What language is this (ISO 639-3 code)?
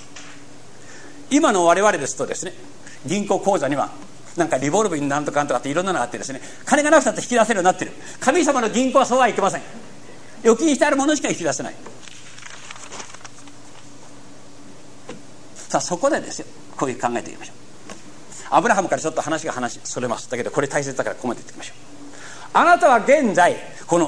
jpn